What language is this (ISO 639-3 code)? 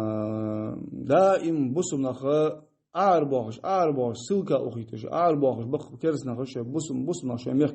inh